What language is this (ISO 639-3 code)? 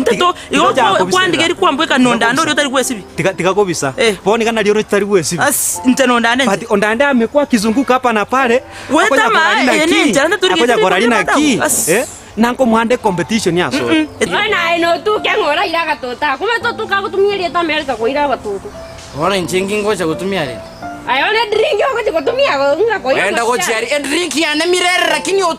guz